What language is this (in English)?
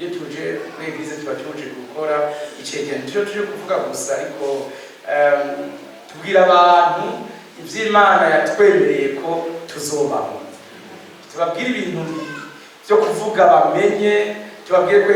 Rundi